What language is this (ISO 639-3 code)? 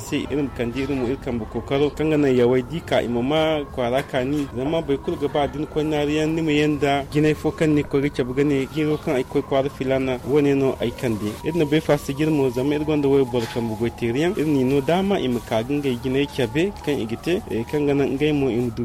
dje